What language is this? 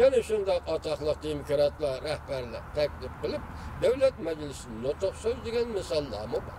Uyghur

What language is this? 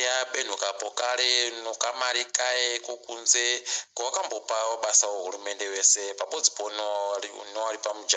Ndau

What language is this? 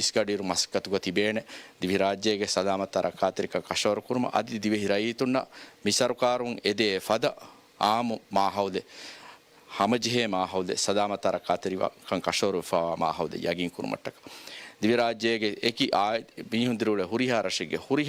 Divehi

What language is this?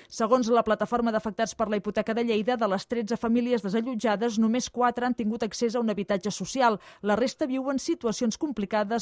Catalan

